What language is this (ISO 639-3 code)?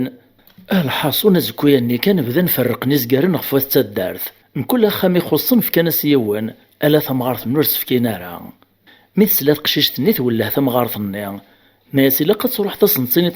kab